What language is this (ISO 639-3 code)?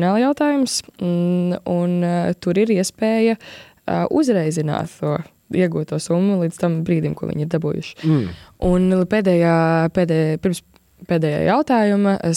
lav